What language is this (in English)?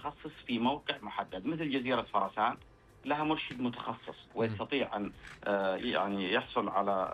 Najdi Arabic